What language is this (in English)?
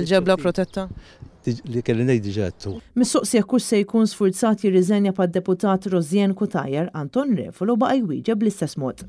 Maltese